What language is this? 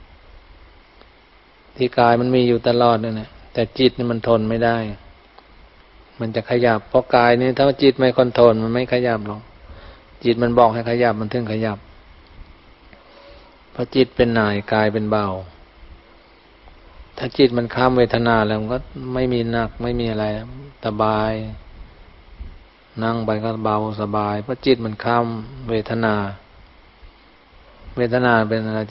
Thai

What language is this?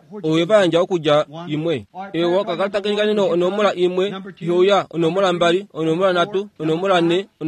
Kuanyama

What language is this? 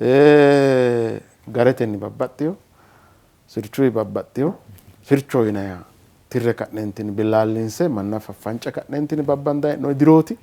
Sidamo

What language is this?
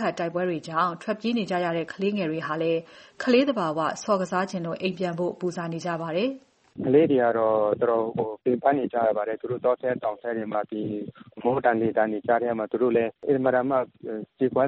Burmese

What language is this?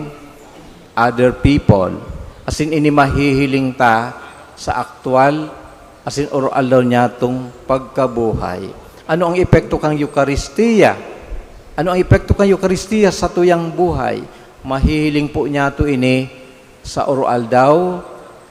Bikol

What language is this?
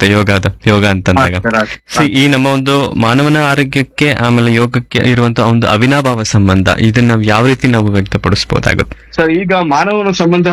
Kannada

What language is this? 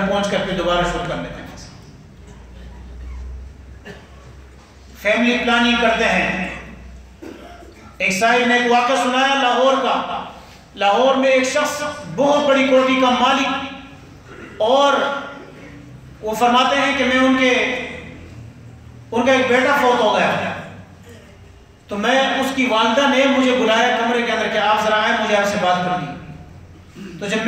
Urdu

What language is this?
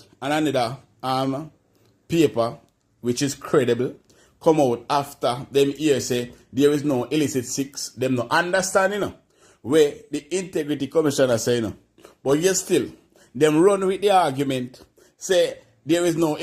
Jamaican Creole English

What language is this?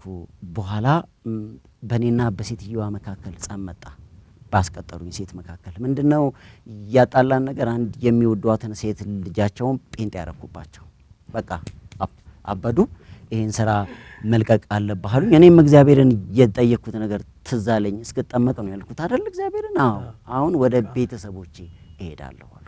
Amharic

